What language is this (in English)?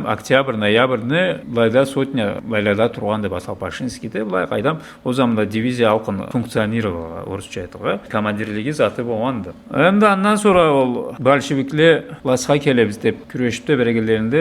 Karachay-Balkar